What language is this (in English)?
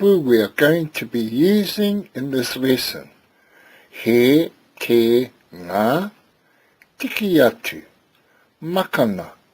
Māori